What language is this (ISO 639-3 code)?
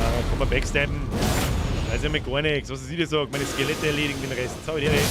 bar